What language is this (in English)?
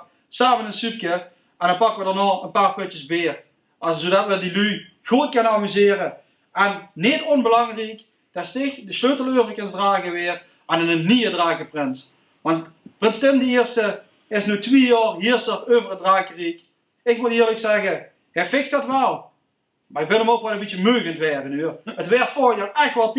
Limburgish